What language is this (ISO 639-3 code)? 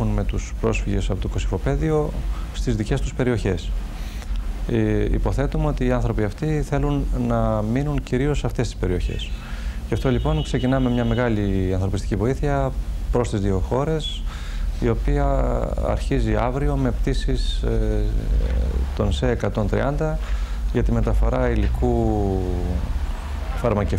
ell